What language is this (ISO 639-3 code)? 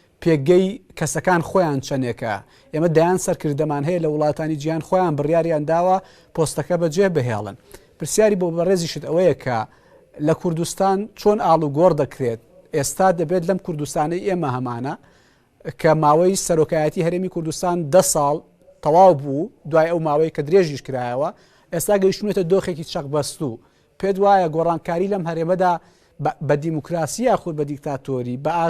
ckb